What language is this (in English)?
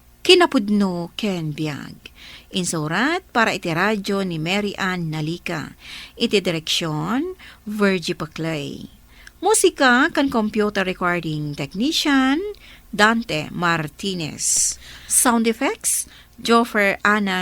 Iloko